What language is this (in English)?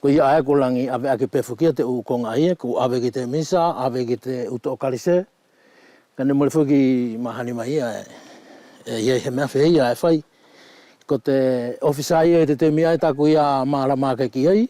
Wallisian